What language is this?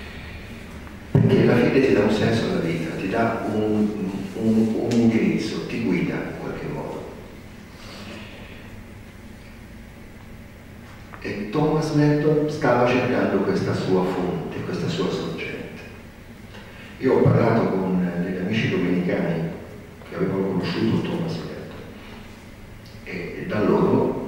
Italian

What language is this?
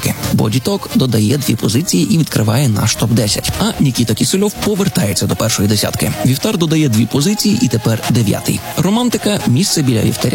Ukrainian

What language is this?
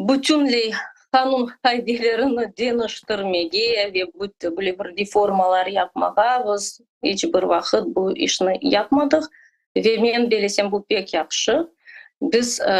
Crimean Tatar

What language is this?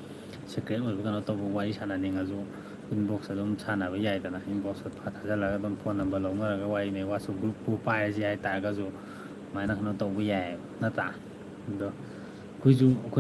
Manipuri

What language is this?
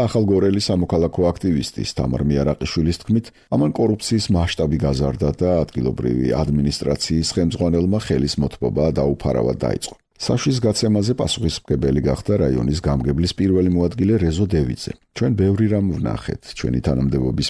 Georgian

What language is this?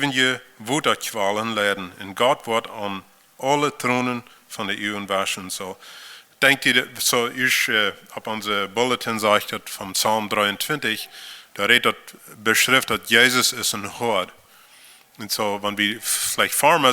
Plautdietsch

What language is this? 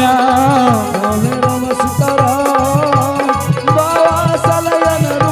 Angika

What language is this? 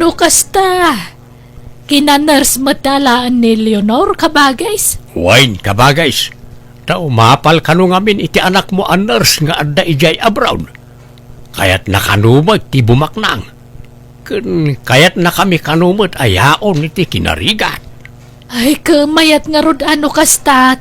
Iloko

